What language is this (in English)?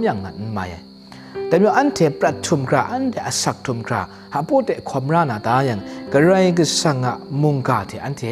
Kachin